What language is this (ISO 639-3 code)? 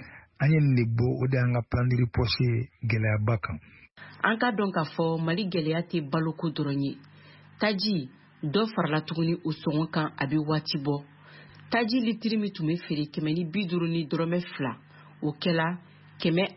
bam